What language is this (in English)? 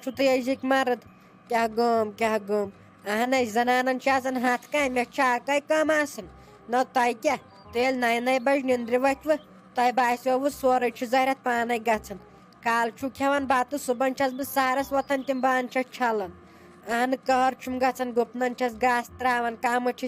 Kashmiri